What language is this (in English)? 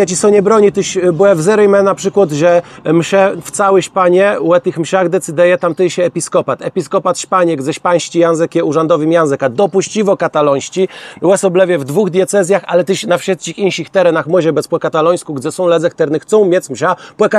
Kashubian